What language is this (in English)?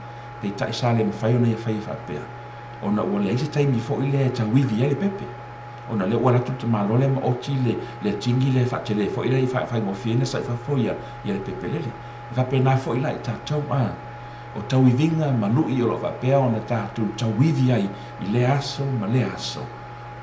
Samoan